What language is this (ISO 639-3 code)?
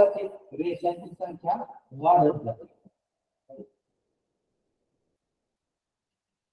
mar